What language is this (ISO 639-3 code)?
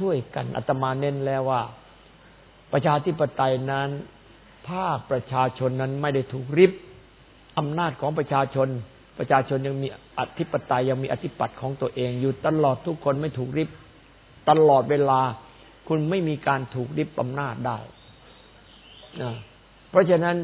tha